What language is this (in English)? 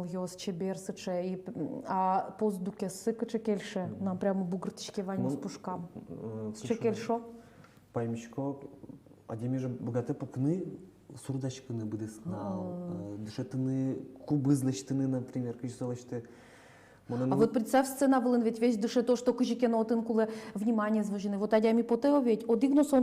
Udmurt